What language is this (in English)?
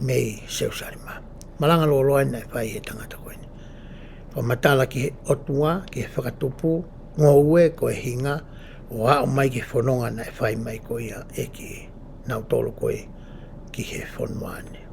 Tongan